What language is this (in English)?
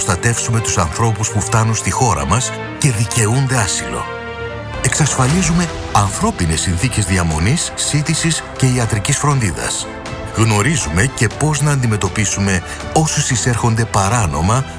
Greek